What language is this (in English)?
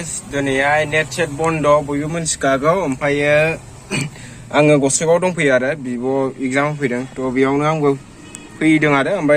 Bodo